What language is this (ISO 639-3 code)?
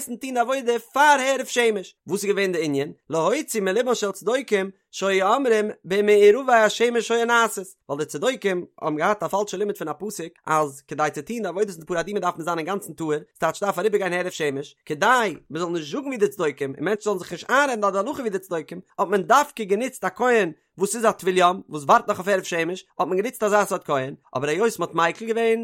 yid